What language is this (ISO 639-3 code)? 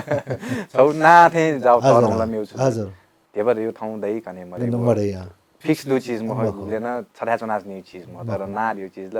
new